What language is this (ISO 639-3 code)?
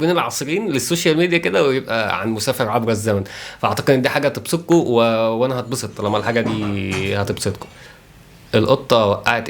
arz